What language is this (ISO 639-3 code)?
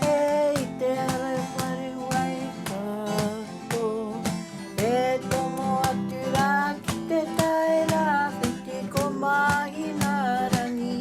mri